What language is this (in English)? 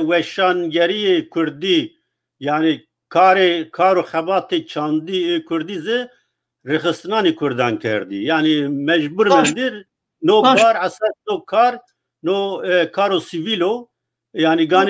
Zaza